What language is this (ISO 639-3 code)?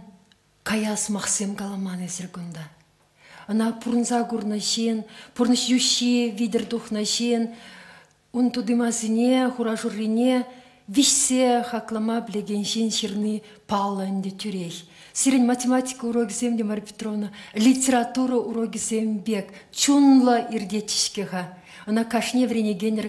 chv